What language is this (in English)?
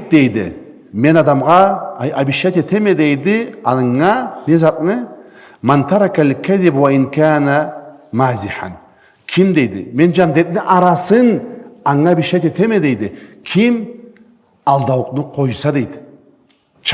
Karachay-Balkar